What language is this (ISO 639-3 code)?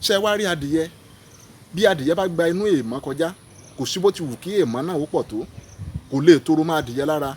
yor